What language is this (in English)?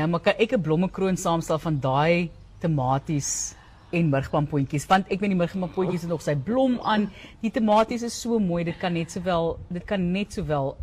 Afrikaans